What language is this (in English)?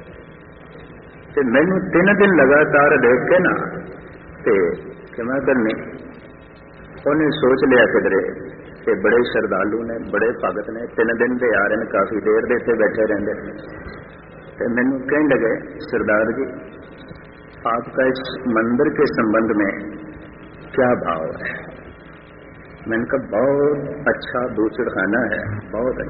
Punjabi